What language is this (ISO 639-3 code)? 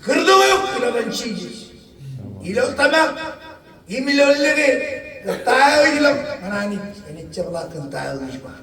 mah